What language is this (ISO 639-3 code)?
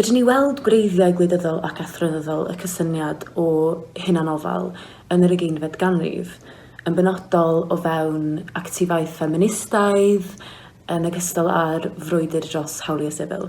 cym